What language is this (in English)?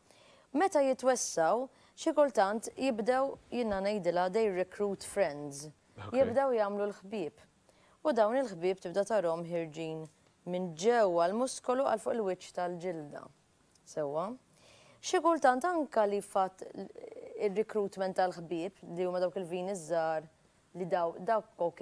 Maltese